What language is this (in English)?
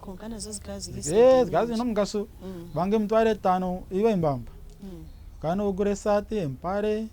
Nyankole